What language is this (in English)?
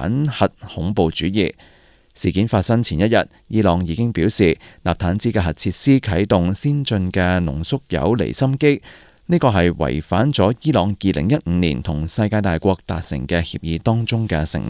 Cantonese